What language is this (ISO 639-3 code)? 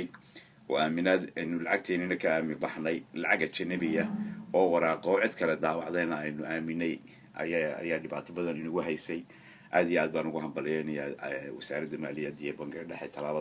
som